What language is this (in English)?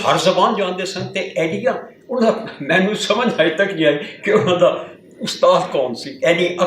Western Panjabi